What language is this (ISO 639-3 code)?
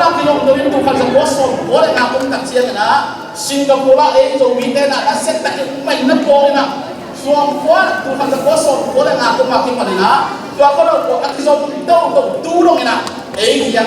ctd